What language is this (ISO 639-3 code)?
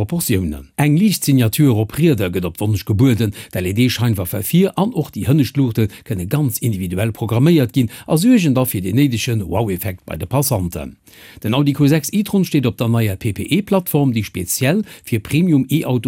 ltz